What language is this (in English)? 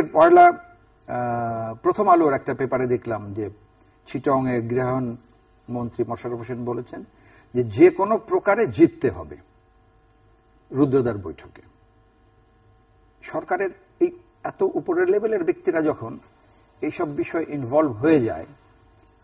Bangla